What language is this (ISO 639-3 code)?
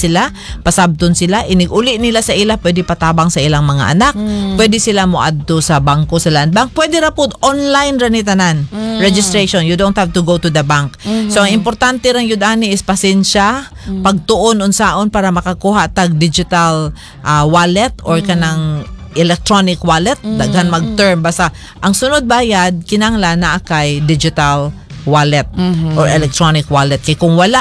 ceb